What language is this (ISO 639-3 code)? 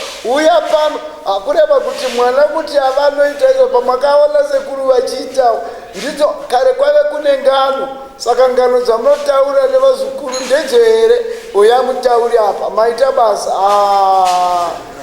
sna